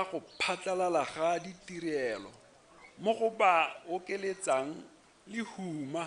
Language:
Tswana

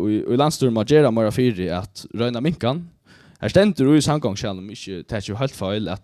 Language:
Faroese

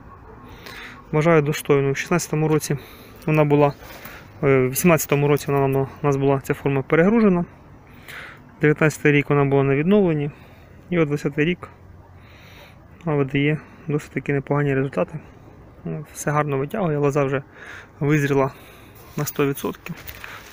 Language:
Ukrainian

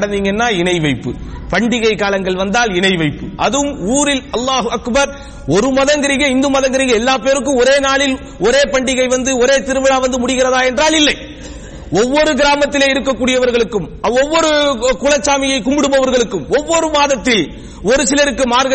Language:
Tamil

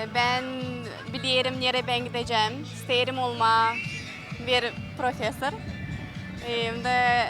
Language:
Gagauz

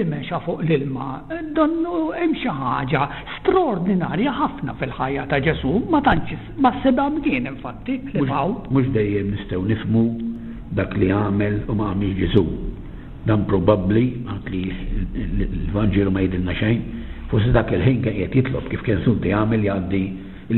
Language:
Maltese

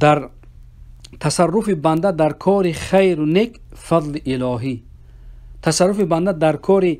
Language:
Persian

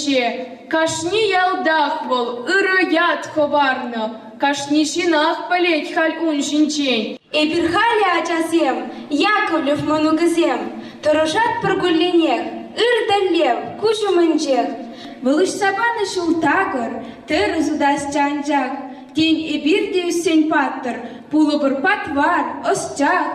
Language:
Chuvash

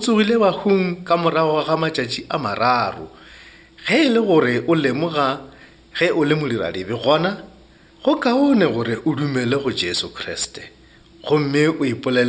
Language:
Northern Sotho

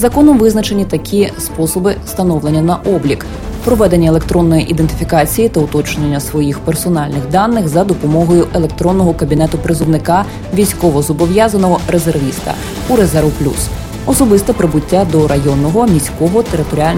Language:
Ukrainian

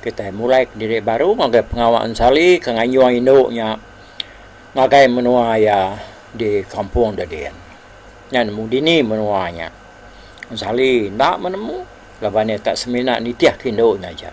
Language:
Iban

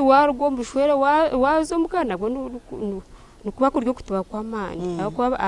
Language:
Nyankole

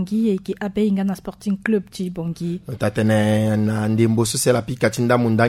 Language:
Sango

